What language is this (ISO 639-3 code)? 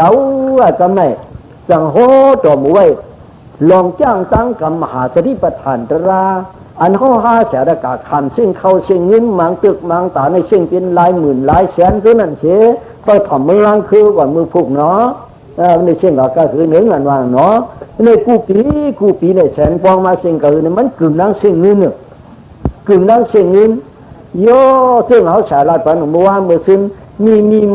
shn